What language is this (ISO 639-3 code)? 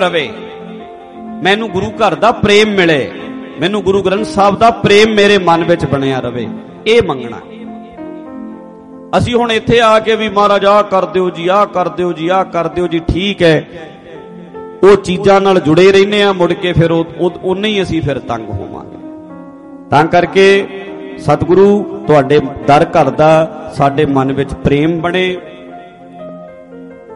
pan